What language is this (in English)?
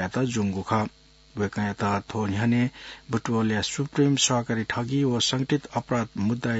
Newari